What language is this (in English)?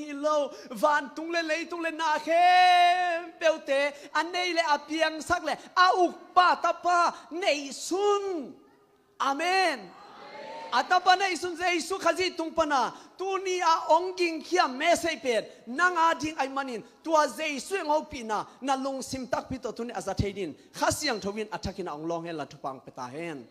Tedim Chin